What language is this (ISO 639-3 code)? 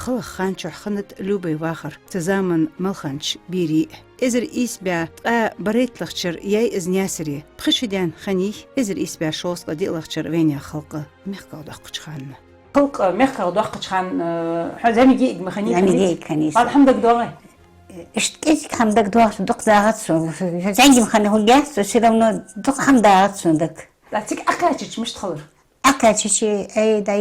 inh